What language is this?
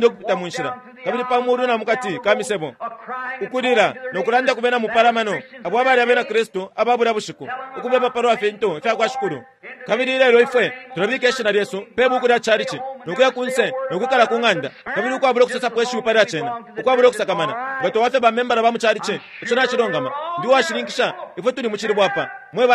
Bemba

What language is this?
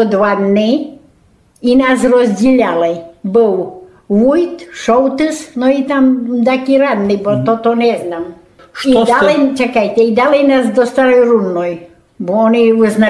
Rusyn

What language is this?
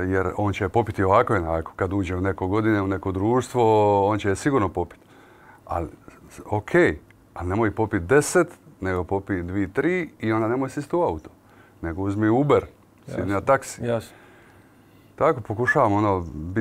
Croatian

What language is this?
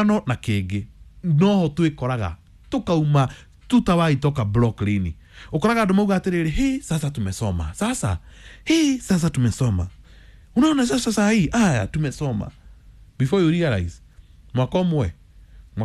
Kikuyu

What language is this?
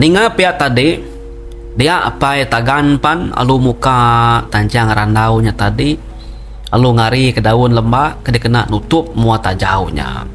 Iban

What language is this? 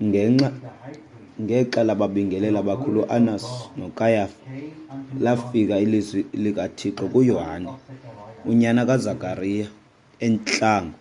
Xhosa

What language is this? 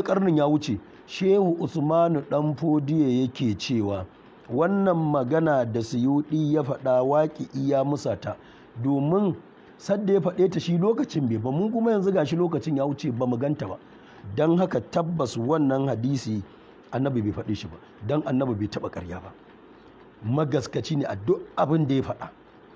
Hausa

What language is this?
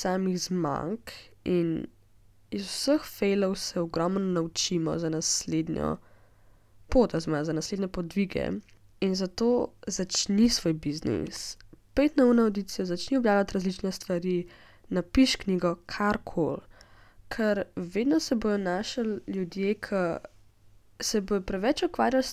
Slovenian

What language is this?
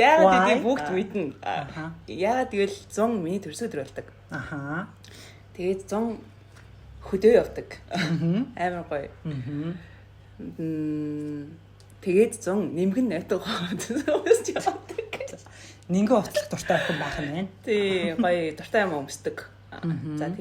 Mongolian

